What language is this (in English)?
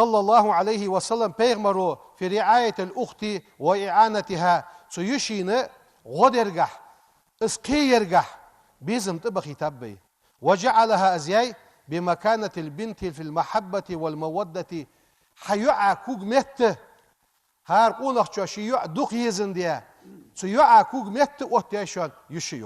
Ingush